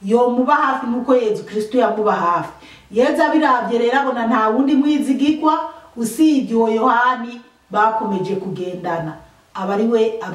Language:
Rundi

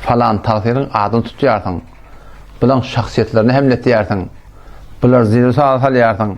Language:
Turkmen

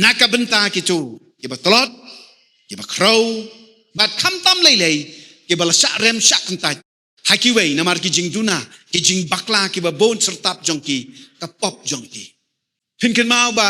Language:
Khasi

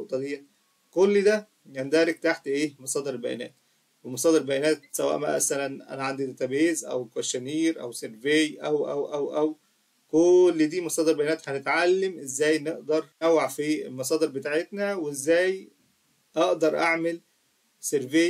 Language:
Egyptian Arabic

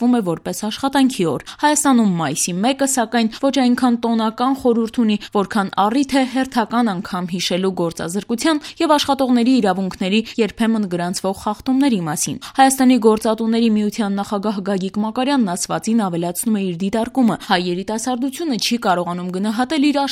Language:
Armenian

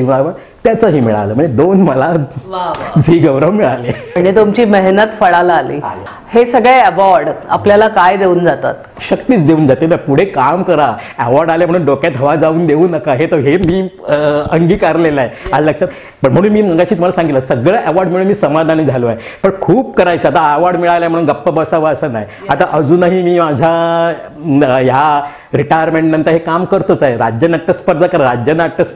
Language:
Marathi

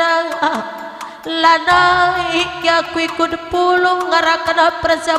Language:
Batak Karo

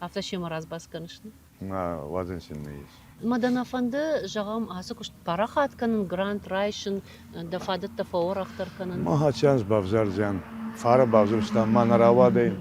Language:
Ossetic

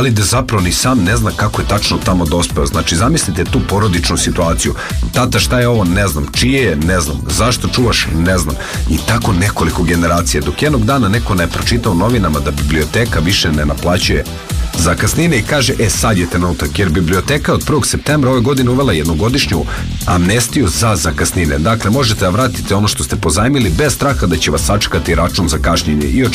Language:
Serbian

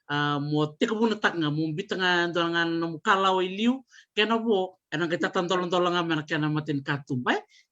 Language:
Fijian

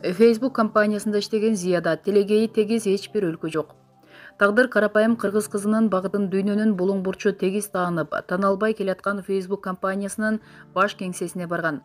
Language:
Kyrgyz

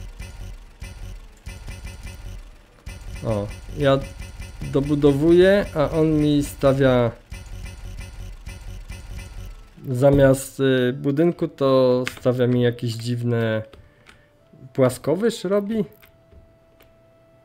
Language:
Polish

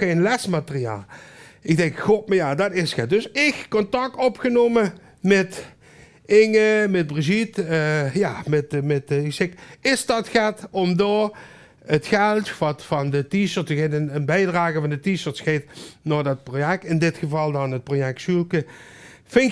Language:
Limburgish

